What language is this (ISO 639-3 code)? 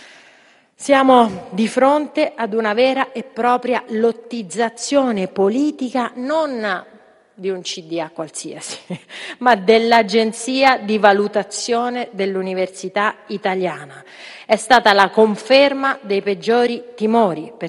ita